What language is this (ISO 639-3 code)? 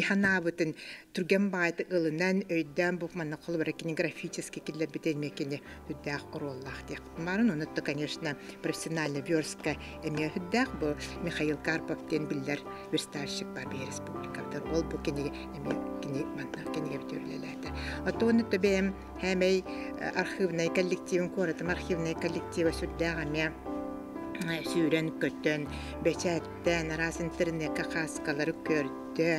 sah